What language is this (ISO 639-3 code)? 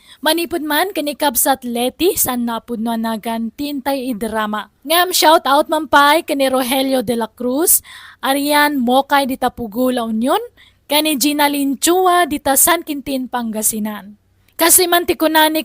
ilo